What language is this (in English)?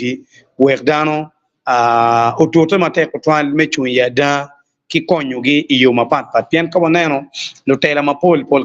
Acoli